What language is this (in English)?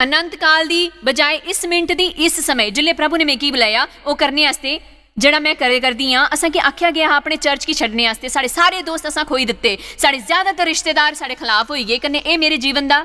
Dogri